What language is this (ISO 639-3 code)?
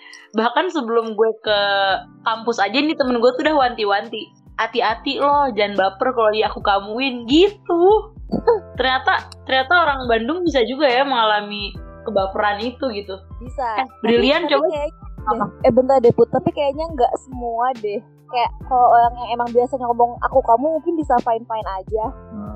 ind